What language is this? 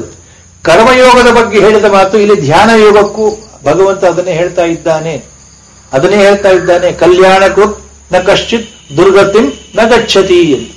Kannada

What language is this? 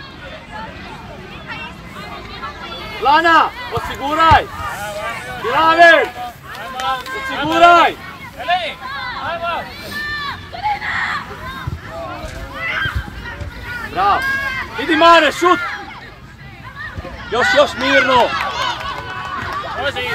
Croatian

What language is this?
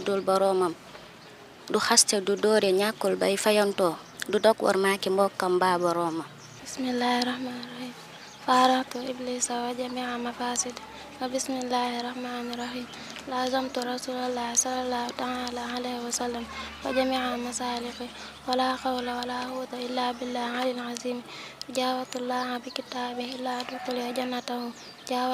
Wolof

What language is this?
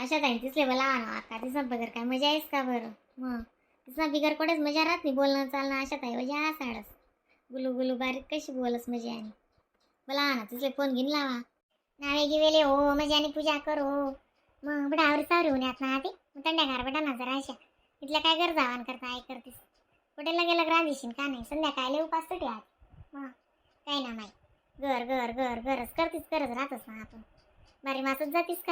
Khandesi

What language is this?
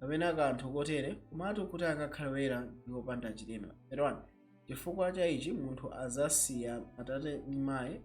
Nyanja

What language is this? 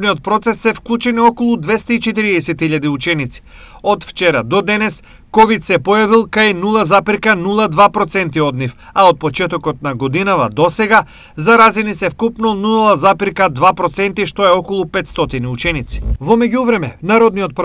Macedonian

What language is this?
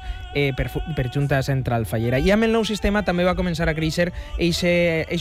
Catalan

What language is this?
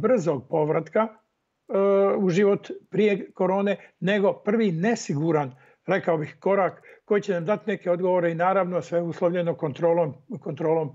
Croatian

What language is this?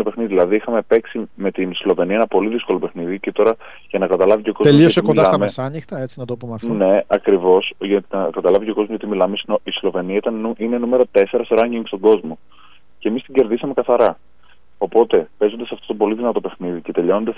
Greek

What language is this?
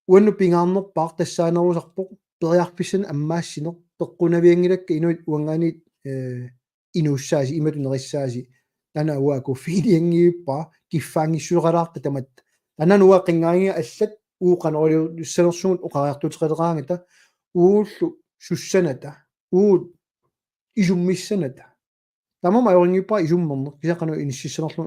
Kalaallisut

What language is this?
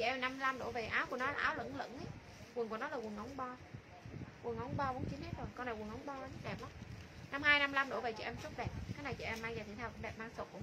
Vietnamese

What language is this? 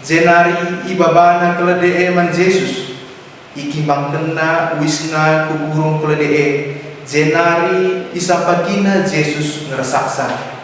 Batak Karo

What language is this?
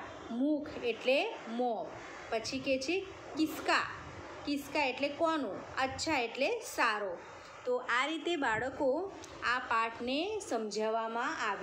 Gujarati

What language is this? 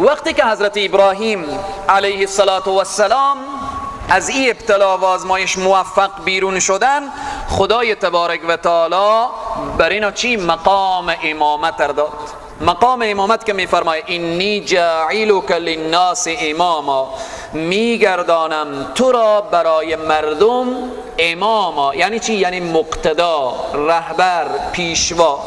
Persian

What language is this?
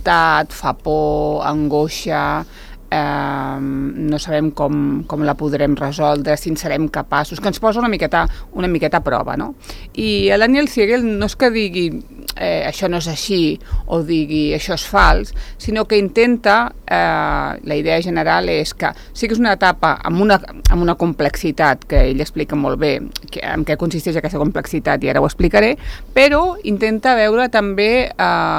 Catalan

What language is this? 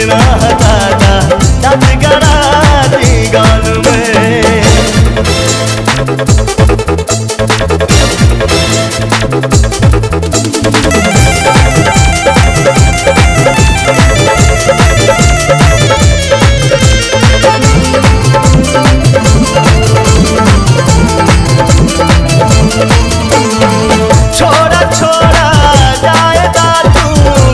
Bhojpuri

